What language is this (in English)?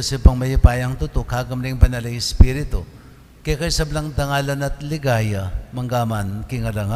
Pampanga